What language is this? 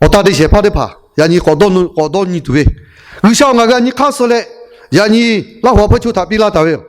Lahu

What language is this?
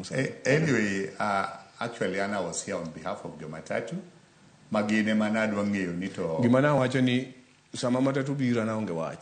Luo (Kenya and Tanzania)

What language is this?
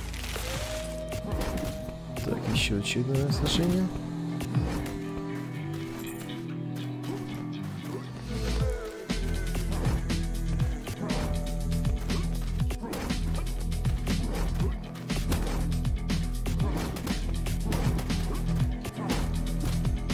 Russian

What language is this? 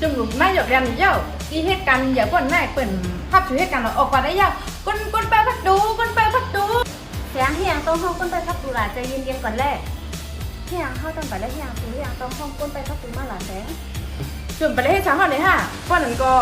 Shan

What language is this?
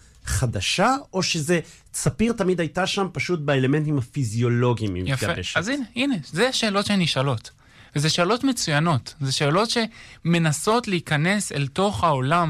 Hebrew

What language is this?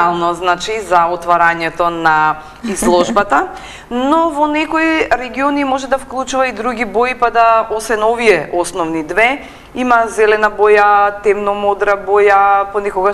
Macedonian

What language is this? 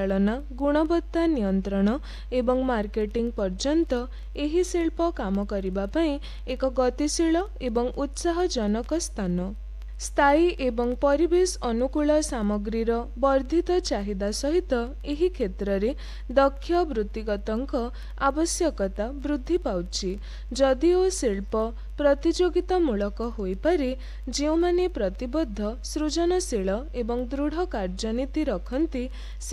Odia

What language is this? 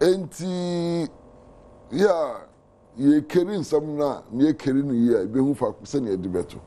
Akan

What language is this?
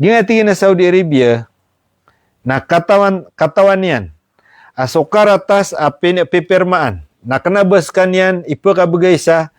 Maranao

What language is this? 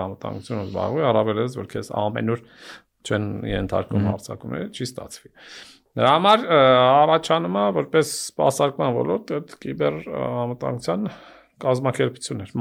Armenian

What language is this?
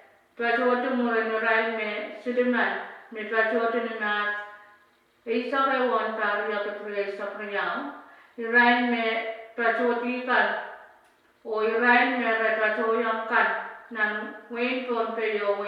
Pohnpeian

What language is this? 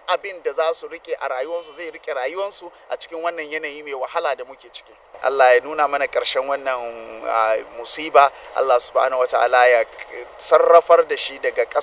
Hausa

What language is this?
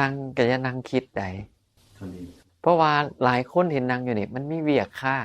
Northeastern Thai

